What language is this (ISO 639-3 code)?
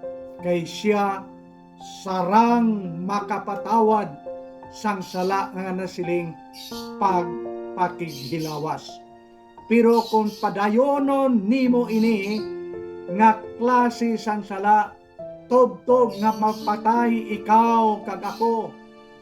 hil